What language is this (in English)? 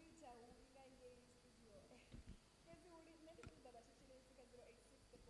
Venda